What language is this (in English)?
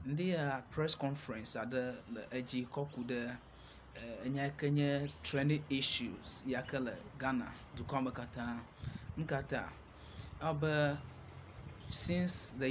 Ewe